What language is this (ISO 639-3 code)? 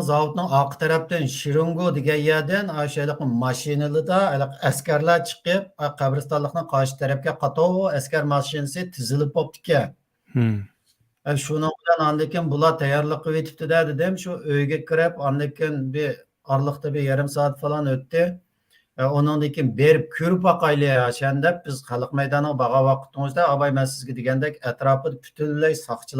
uig